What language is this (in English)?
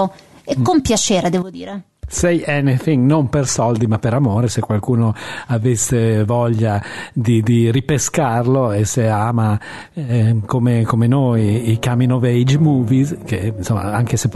Italian